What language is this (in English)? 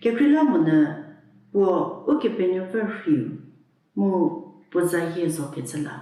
Angami Naga